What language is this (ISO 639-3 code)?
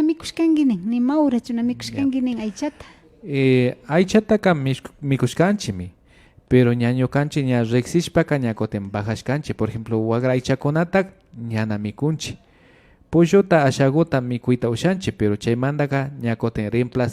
qvi